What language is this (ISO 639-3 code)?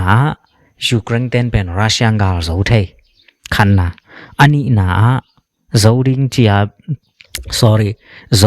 ctd